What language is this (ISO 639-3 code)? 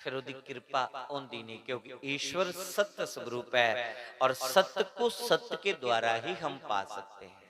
doi